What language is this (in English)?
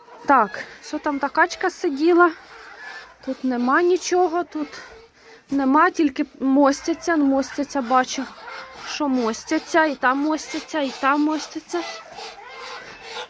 Ukrainian